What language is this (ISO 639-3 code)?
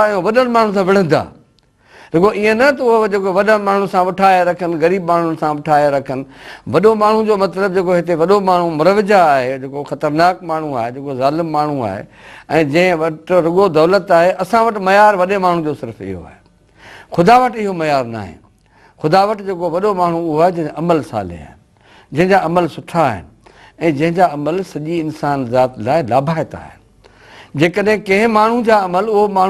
snd